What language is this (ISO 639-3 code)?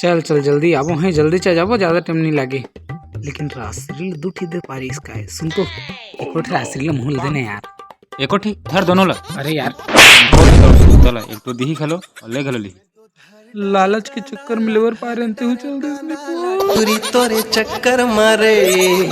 hne